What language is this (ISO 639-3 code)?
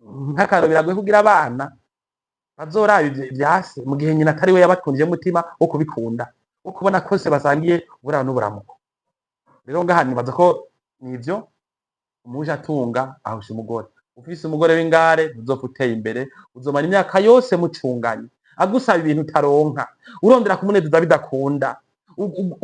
run